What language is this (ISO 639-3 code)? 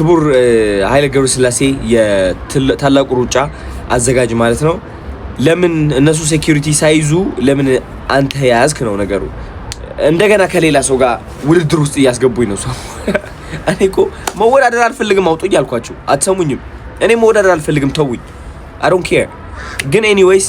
amh